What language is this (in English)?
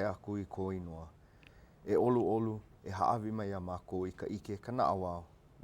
Hawaiian